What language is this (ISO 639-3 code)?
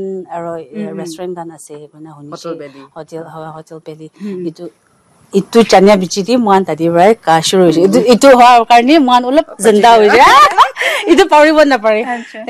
nag